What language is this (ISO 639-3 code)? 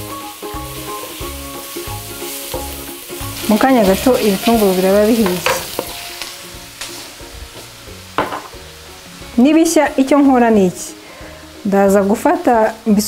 kin